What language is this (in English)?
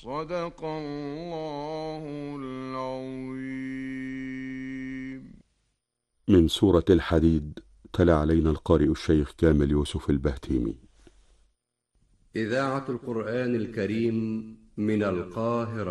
Arabic